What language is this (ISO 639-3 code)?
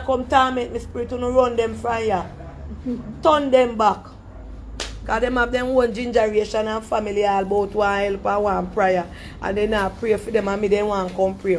jam